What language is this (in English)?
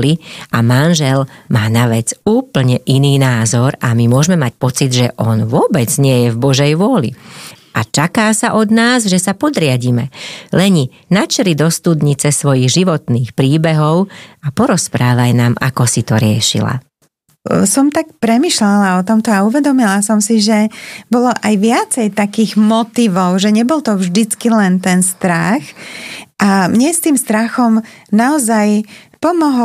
Slovak